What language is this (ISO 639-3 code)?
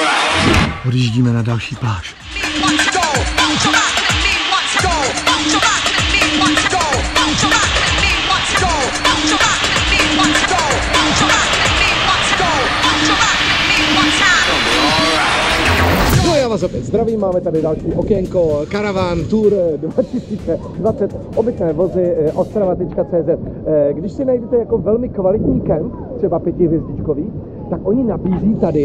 ces